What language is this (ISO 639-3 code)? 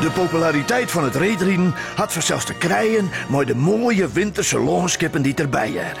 fry